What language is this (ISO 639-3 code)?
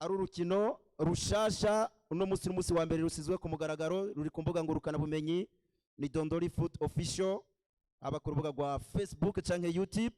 run